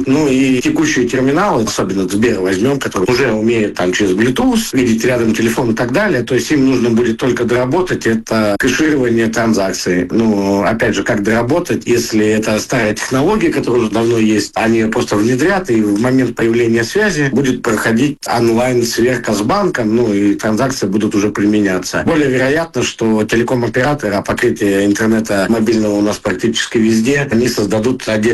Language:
Russian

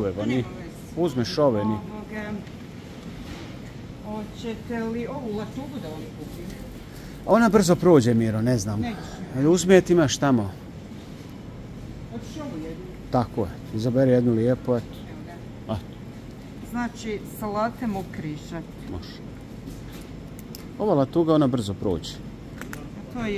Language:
Croatian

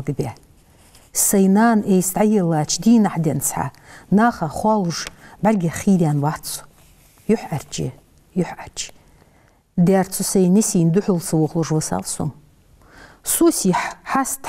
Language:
Ingush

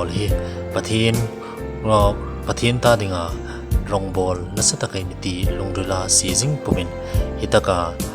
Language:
Hmar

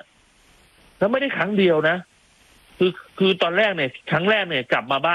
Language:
Thai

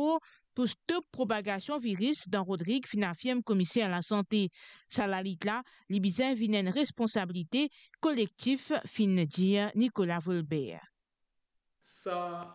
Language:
Morisyen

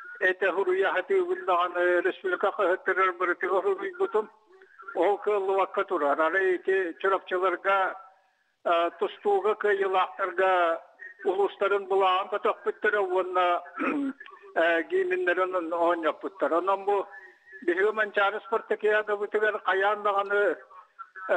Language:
Yakut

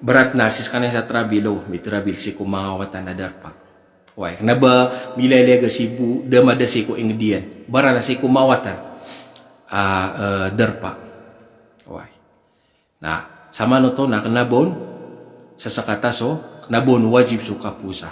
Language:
Maranao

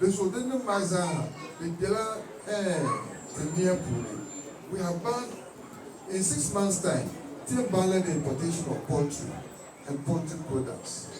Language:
Dagbani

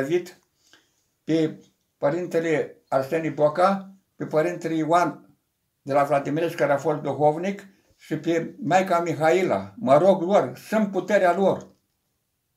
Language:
Romanian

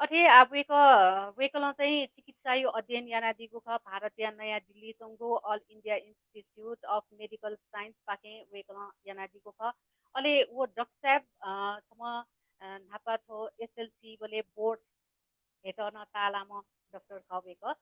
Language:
Newari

